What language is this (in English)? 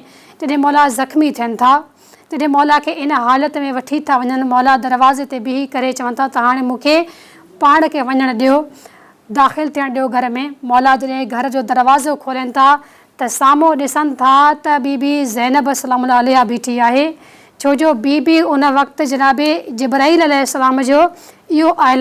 Sindhi